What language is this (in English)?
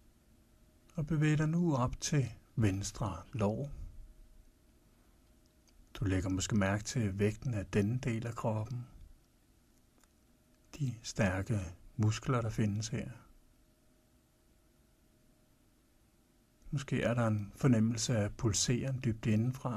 Danish